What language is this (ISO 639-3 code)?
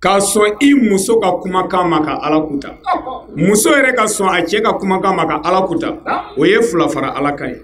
bam